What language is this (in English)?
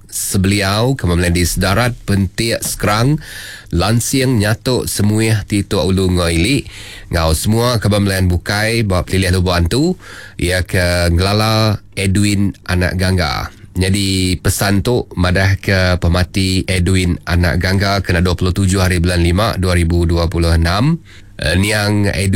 Iban